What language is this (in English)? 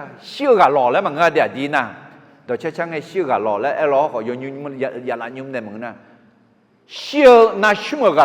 Akha